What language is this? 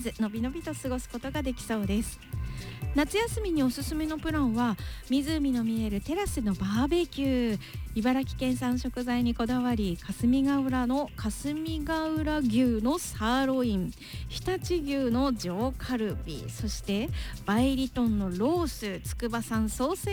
Japanese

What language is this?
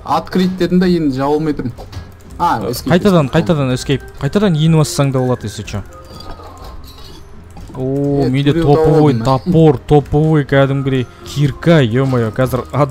Kazakh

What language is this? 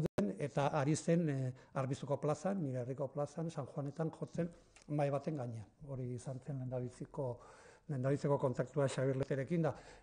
Basque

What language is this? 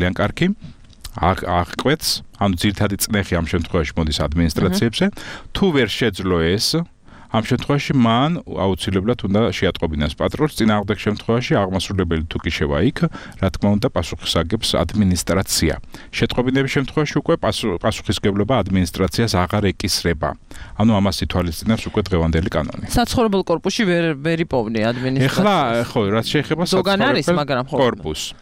Georgian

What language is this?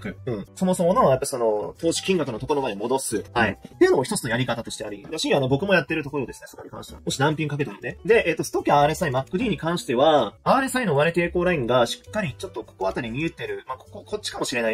Japanese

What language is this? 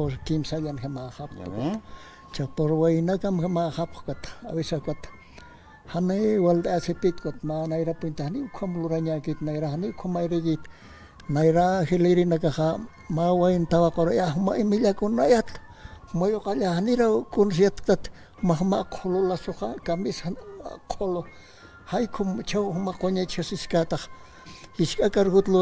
Aymara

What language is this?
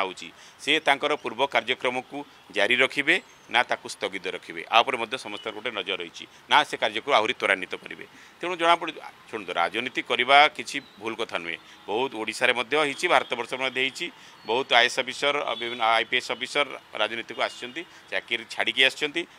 Odia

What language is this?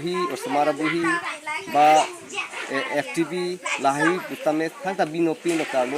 Karbi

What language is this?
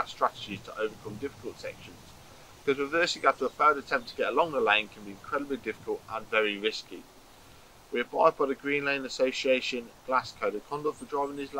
English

